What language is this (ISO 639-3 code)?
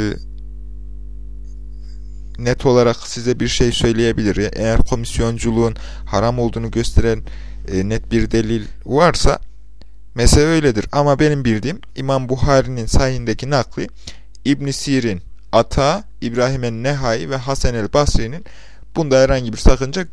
tur